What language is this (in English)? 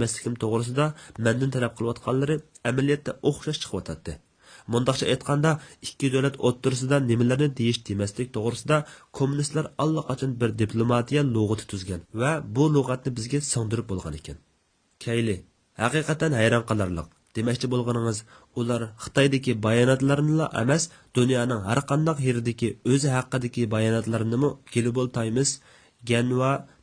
Uyghur